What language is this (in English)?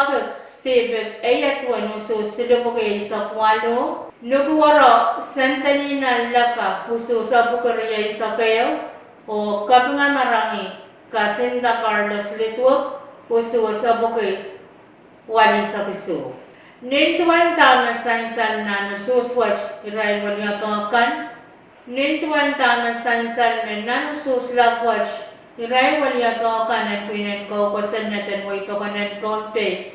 Pohnpeian